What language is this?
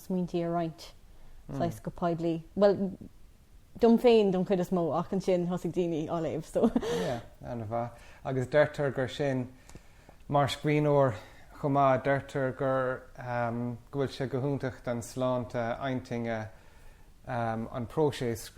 Irish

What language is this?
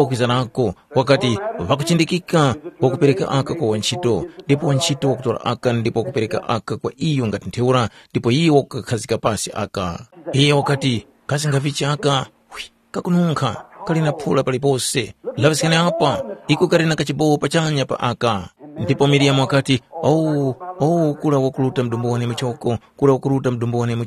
Tumbuka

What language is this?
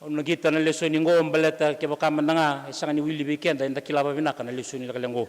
Fijian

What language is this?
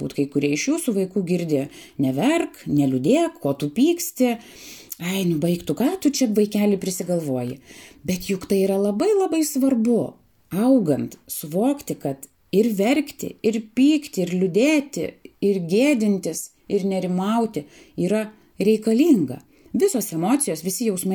Lithuanian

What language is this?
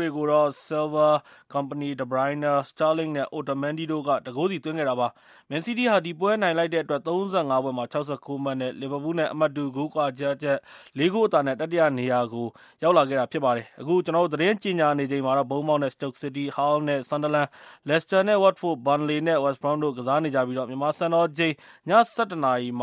Burmese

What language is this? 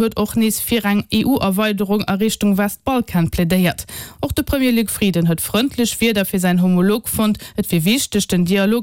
Luxembourgish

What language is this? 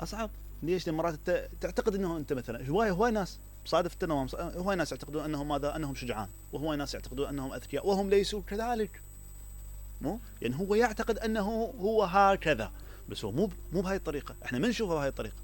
Mesopotamian Arabic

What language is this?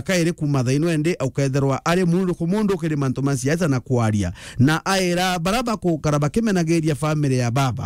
Meru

